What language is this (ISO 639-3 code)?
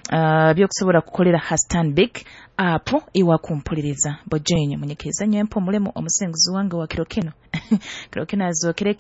nyo